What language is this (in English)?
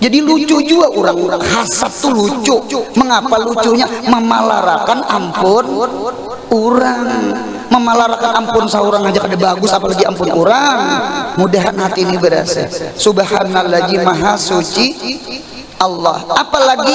Banjar